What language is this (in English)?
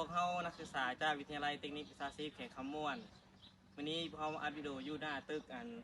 Lao